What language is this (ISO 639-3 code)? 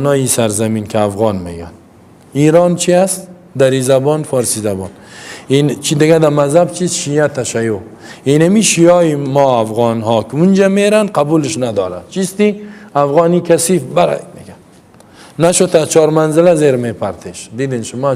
fas